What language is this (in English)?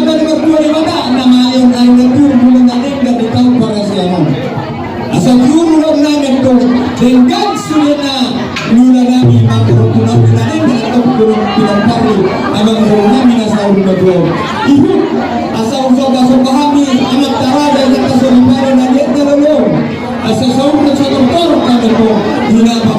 Batak Toba